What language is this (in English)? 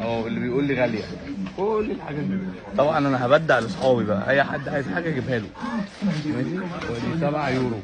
Egyptian Arabic